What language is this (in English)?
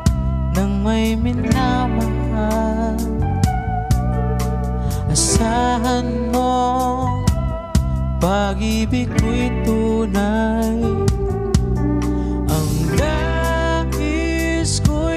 Filipino